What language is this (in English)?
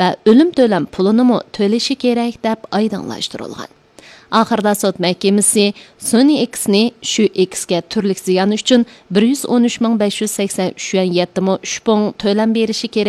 Uyghur